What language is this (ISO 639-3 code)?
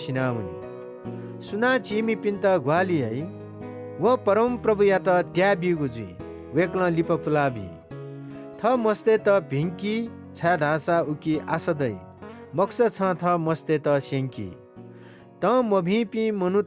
new